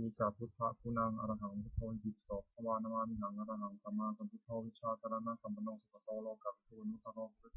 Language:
Pali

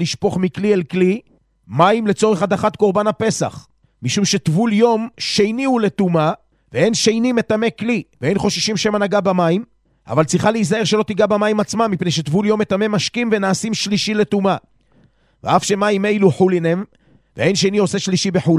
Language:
Hebrew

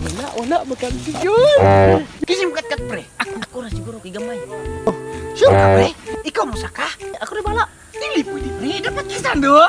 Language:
Cebuano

